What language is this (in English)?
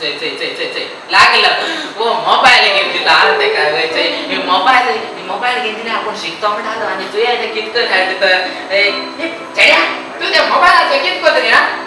Konkani